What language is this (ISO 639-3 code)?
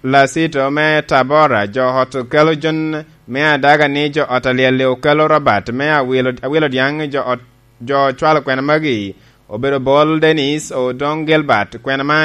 laj